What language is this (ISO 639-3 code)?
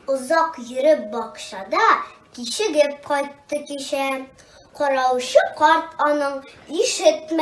tat